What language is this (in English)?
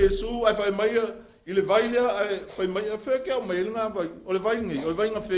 Samoan